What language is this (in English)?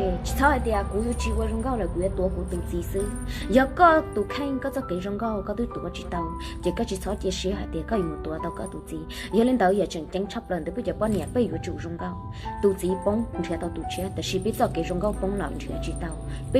Hmong